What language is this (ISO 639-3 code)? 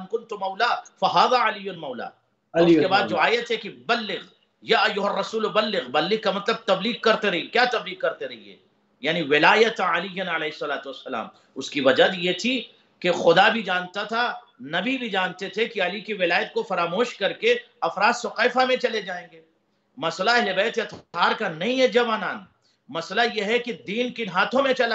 urd